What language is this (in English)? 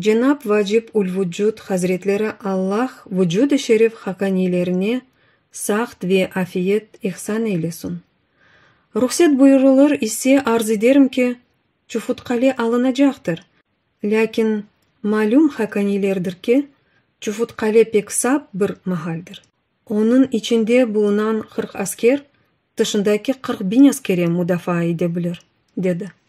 Crimean Tatar